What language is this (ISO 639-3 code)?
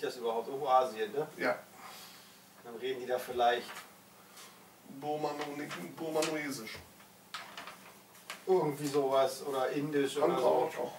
deu